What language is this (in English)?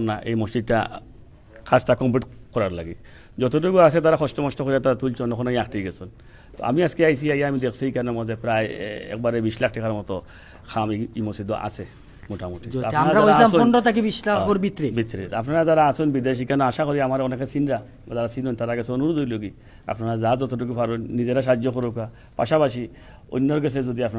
Sylheti